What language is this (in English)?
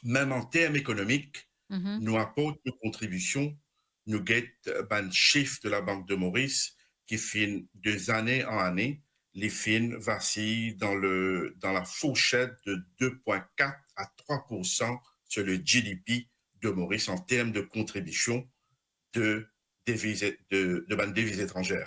Morisyen